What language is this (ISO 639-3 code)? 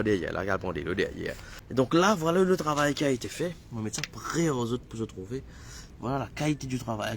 mfe